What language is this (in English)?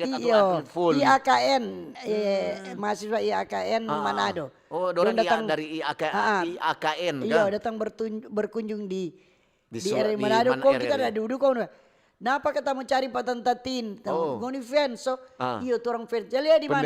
Manado Malay